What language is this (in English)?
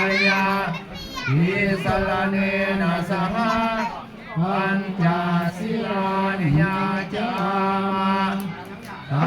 Pali